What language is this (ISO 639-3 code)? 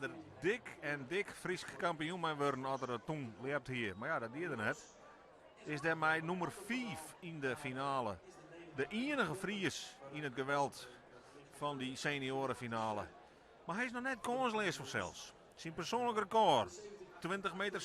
fry